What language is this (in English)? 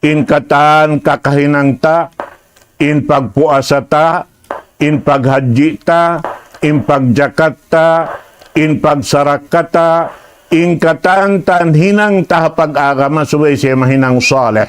Tausug